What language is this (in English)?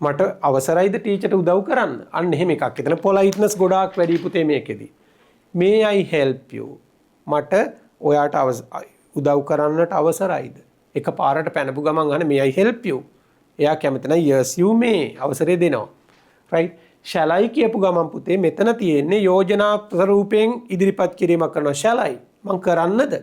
Sinhala